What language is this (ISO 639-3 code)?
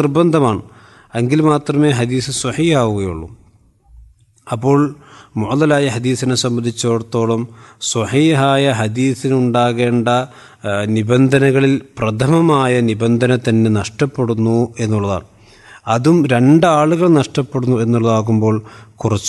mal